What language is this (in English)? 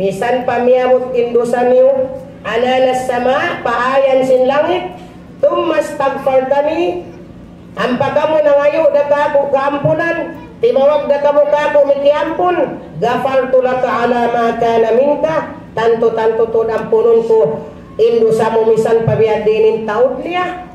Tausug